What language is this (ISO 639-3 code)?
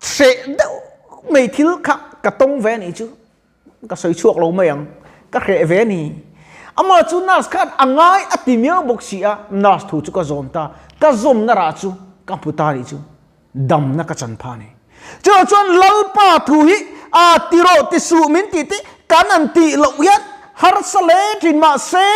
lus